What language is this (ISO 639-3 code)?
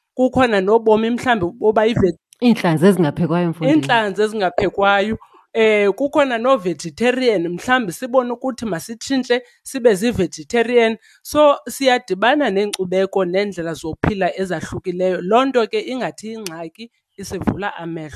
xho